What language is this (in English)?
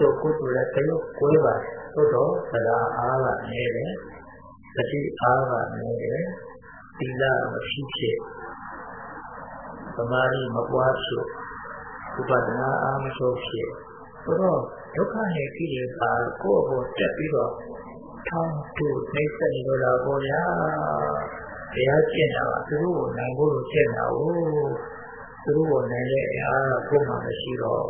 Burmese